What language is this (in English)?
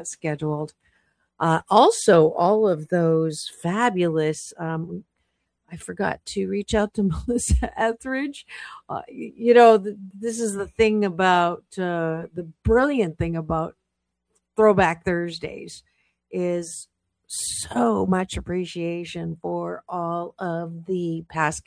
English